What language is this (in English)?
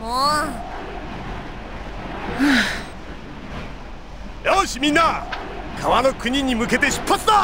Japanese